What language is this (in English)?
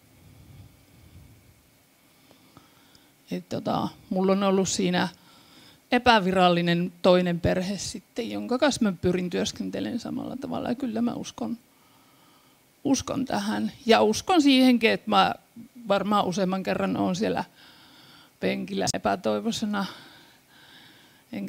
Finnish